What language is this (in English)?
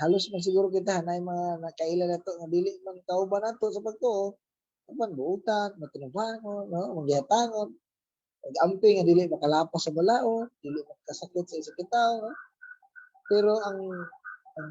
Cebuano